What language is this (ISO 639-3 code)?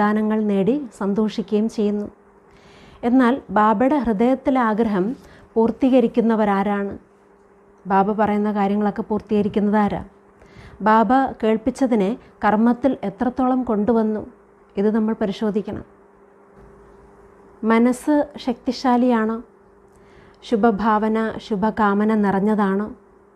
mal